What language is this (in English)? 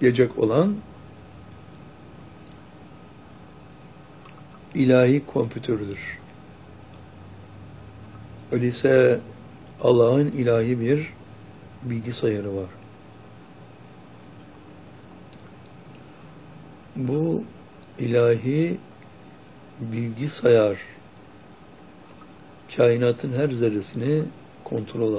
Turkish